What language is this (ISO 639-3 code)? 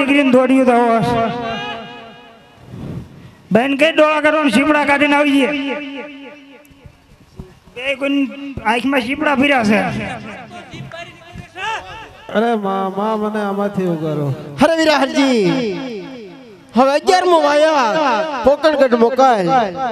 guj